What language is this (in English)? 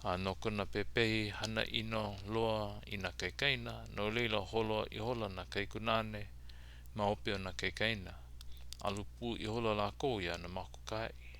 Hawaiian